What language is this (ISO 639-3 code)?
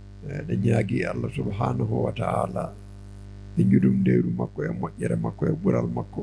ful